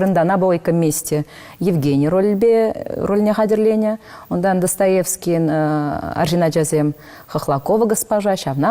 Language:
Chuvash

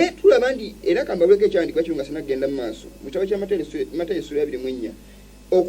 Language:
Ganda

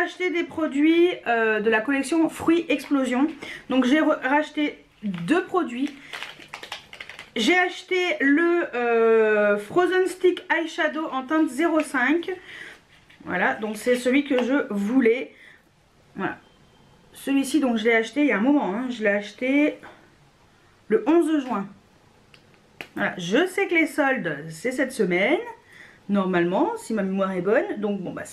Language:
French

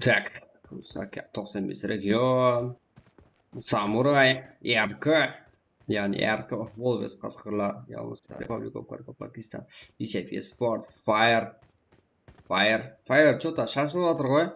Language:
Kara-Kalpak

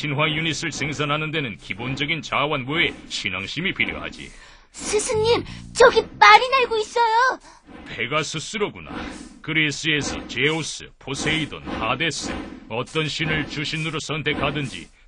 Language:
Korean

